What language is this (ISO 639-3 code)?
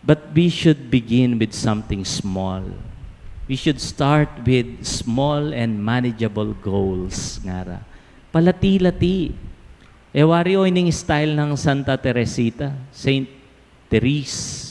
pam